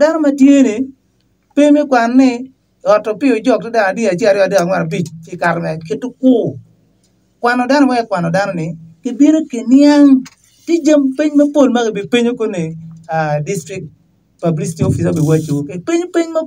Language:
Acoli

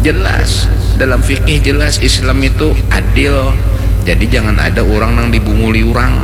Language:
Banjar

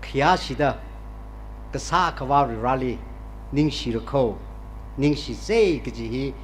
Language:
Tangkhul Naga (India)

